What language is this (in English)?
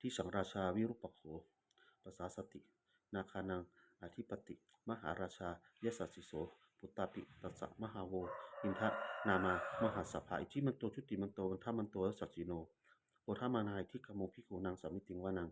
Pali